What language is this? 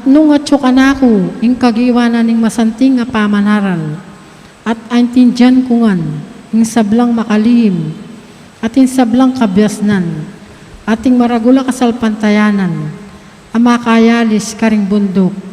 Pampanga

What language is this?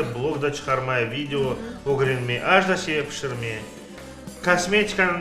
Crimean Tatar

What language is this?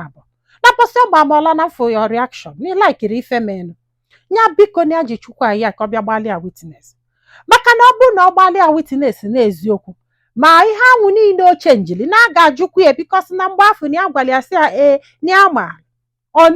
Igbo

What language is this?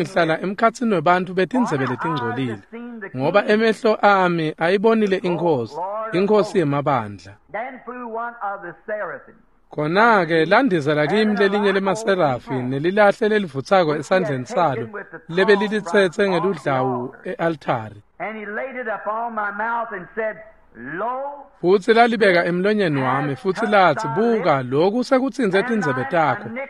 Swati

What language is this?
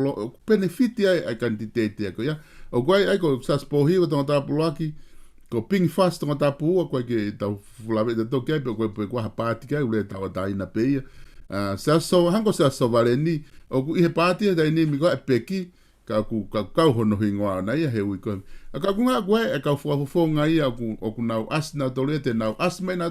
Tongan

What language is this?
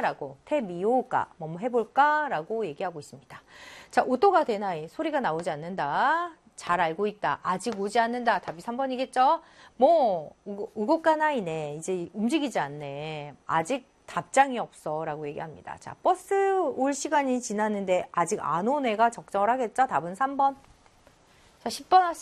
Korean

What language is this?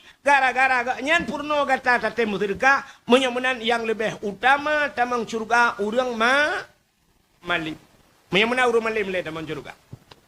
Achinese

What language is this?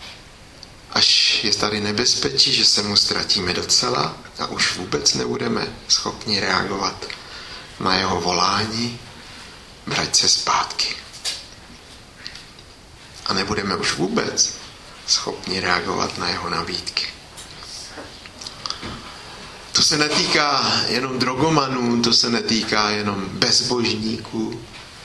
Czech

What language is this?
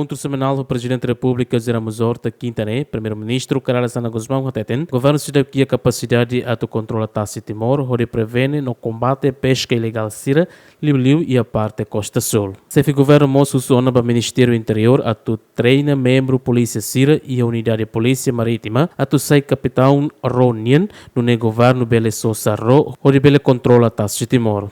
Tetum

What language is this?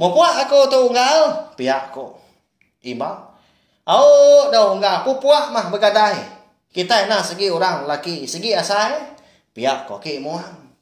Iban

